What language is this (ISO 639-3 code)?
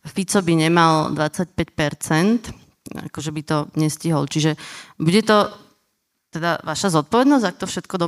slk